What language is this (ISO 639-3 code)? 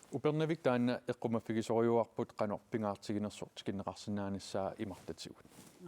kal